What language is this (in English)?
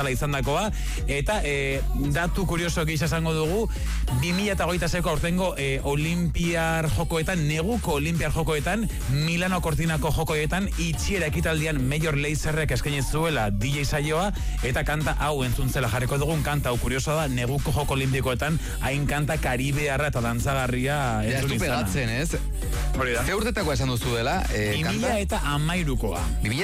Basque